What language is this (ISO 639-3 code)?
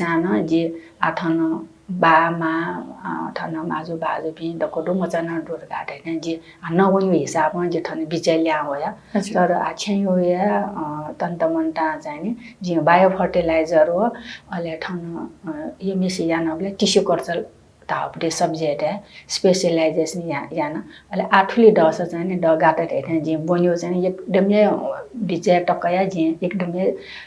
new